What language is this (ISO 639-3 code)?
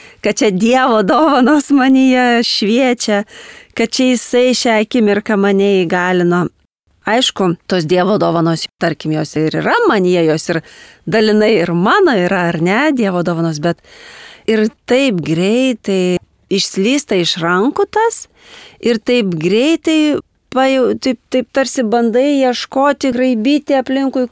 lit